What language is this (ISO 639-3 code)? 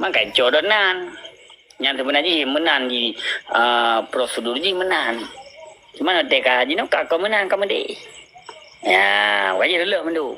ace